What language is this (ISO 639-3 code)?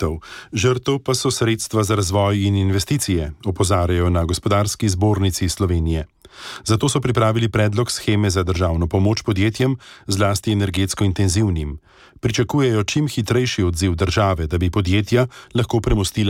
slv